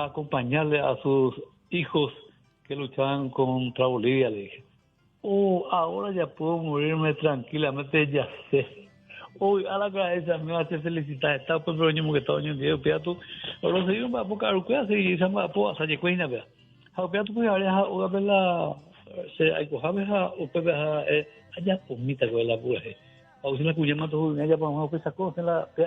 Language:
Guarani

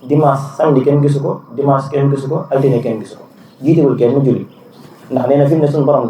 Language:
Wolof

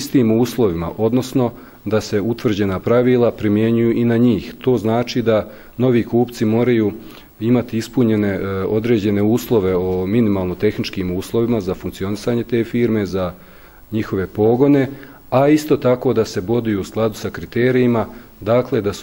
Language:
Bosnian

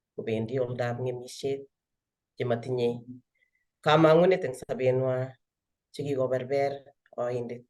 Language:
Kalenjin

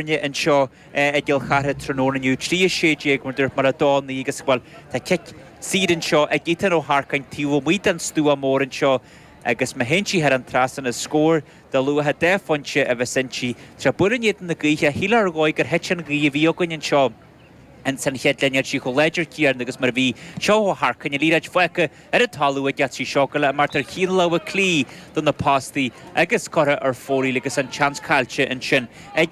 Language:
Irish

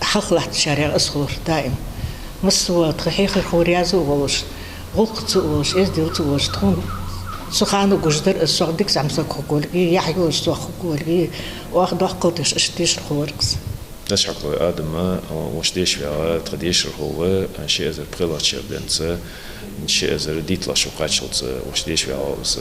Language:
Ingush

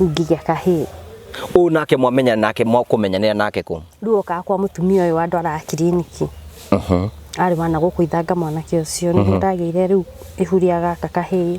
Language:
Kikuyu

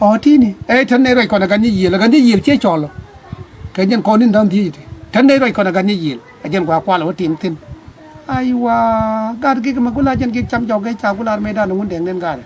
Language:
Nuer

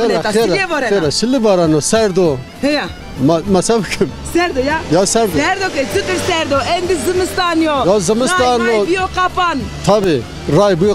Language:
Zaza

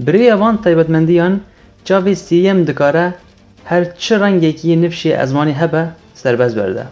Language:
Kurdish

